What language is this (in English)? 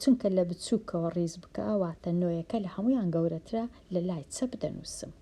Central Kurdish